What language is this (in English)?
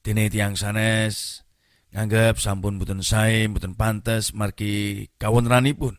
Javanese